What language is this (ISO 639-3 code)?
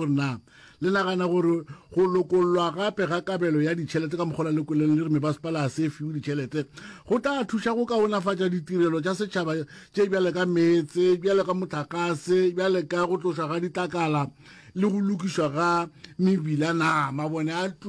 nso